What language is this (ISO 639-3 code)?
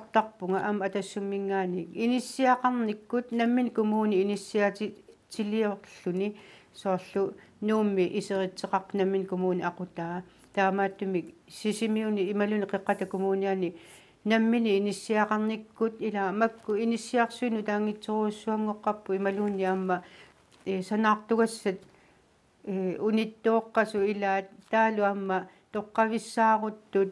kal